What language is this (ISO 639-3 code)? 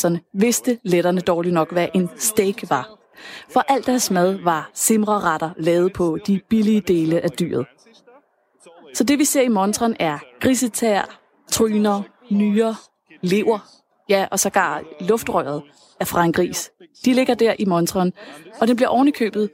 dan